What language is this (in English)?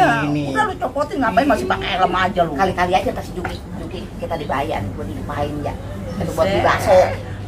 Betawi